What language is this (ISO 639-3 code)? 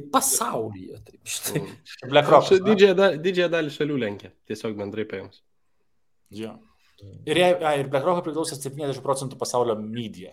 lit